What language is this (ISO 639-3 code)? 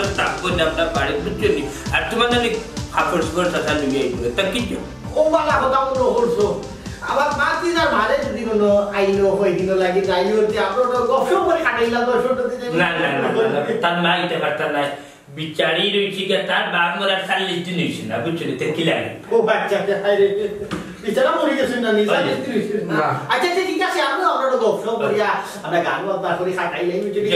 syl